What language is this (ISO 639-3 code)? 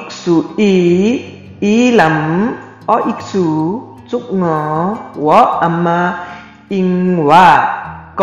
lif